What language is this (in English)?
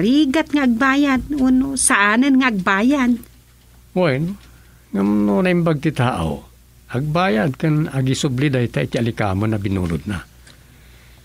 Iloko